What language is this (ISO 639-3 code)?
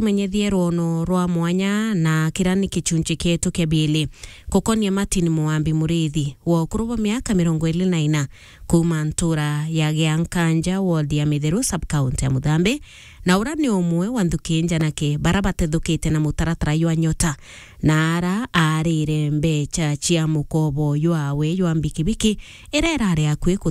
mer